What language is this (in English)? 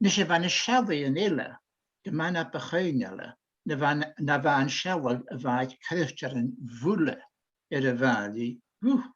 Scottish Gaelic